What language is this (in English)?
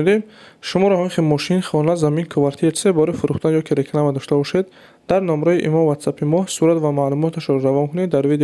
Tajik